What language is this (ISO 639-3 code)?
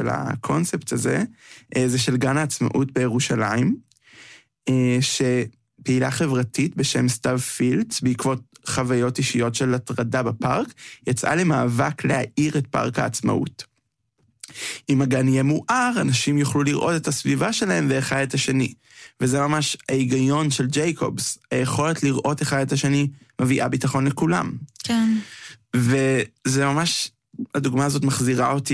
heb